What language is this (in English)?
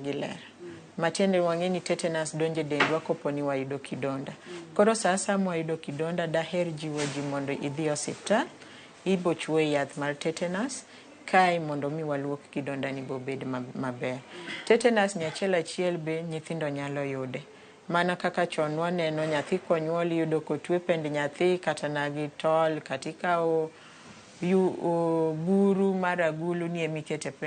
Luo (Kenya and Tanzania)